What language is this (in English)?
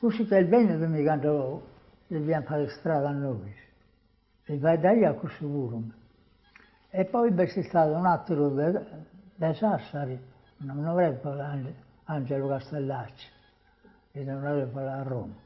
Sardinian